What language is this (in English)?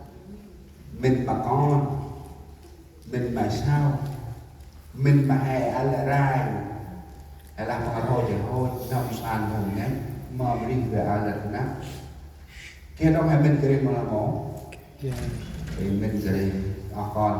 Central Mnong